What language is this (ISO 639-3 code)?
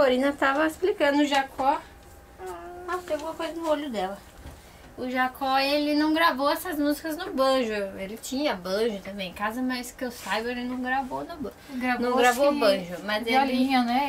por